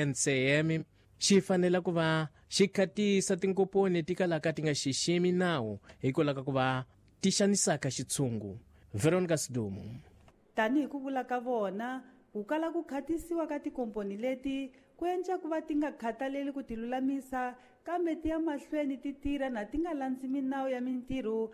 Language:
Tsonga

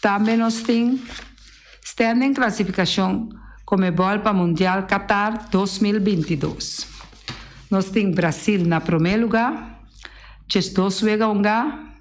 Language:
Papiamento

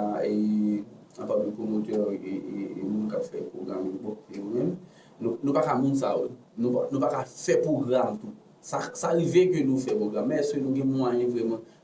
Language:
Haitian Creole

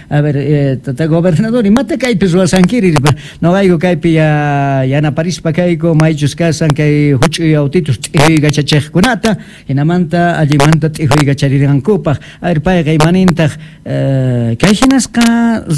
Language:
Quechua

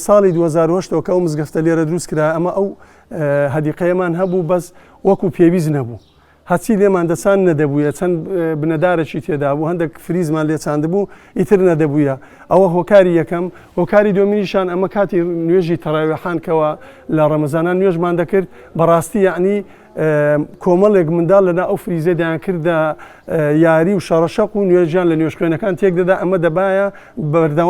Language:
Central Kurdish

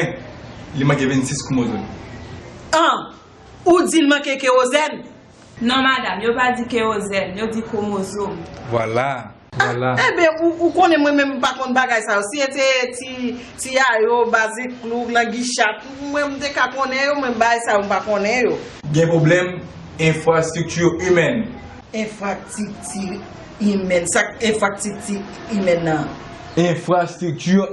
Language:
Haitian Creole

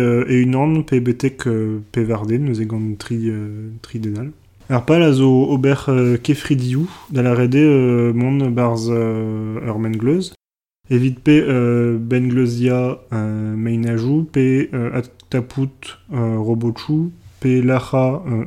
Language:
Breton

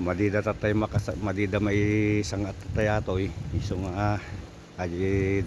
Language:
Iloko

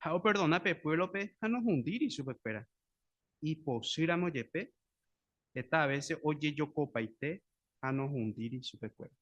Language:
Guarani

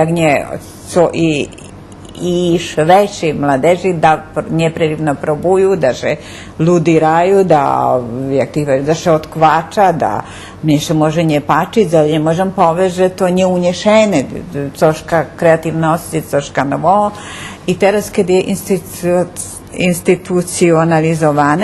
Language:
Rusyn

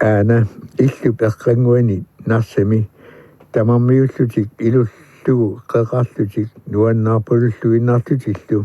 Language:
Kalaallisut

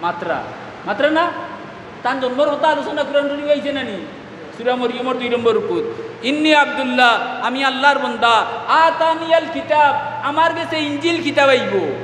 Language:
Sylheti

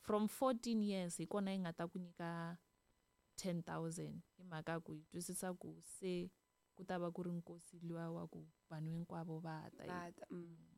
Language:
Tsonga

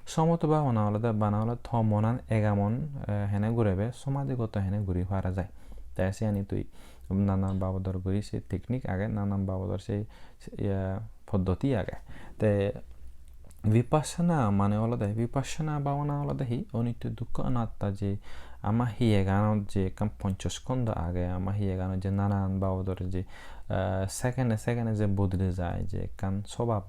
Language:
Chakma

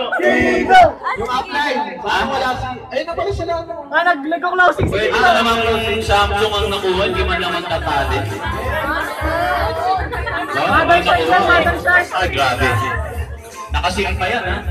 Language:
Filipino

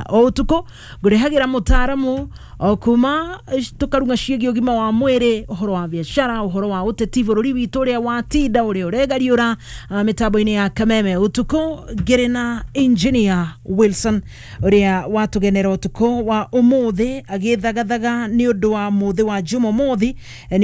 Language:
Kikuyu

